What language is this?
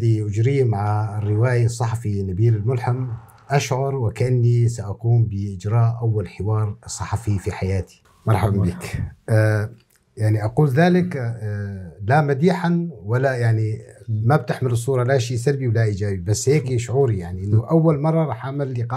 North Levantine Arabic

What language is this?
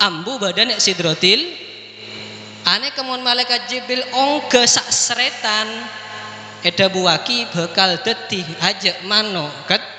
Madurese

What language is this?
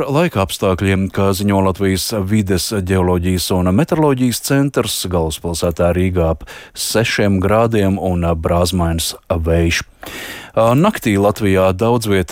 Latvian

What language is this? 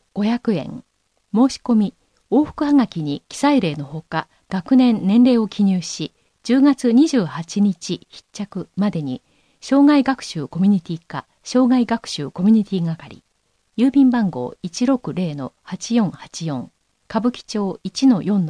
Japanese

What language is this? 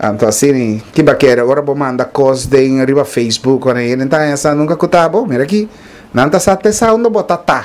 Papiamento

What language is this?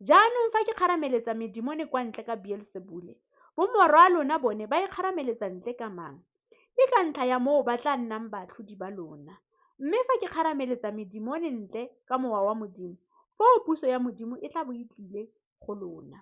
Tswana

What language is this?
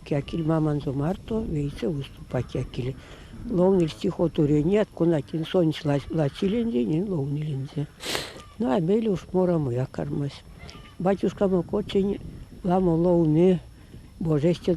Erzya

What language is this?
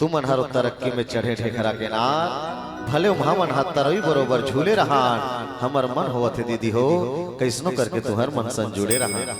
Chhattisgarhi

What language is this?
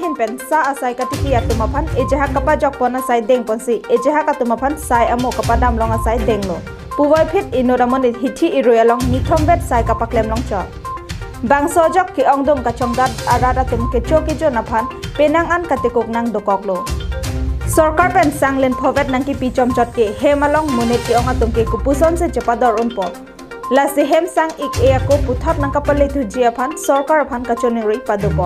Karbi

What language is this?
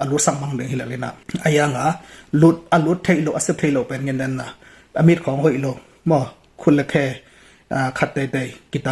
Tedim Chin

